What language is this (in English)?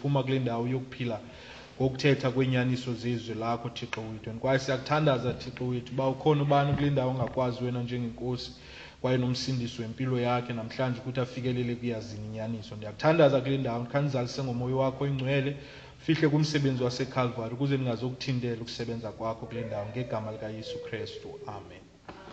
Xhosa